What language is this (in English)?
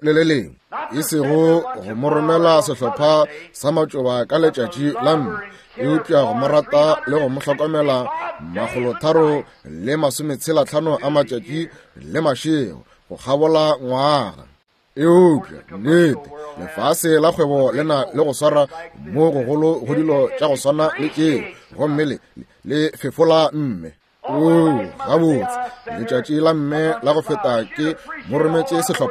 Northern Sotho